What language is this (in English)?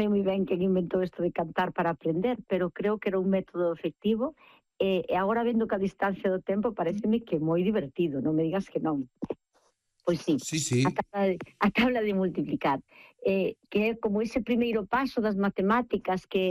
Galician